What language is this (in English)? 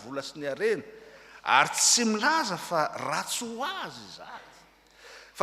Malagasy